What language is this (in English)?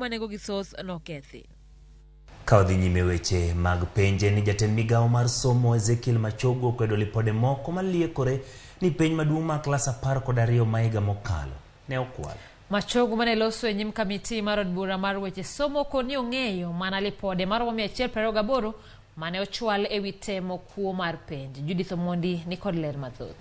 Luo (Kenya and Tanzania)